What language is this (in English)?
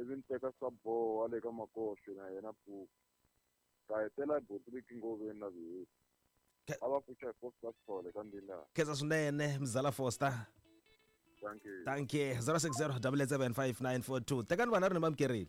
Tsonga